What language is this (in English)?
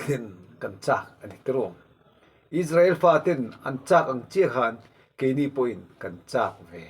Mizo